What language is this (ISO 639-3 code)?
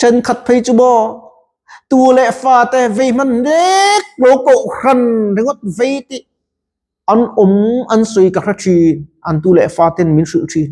lus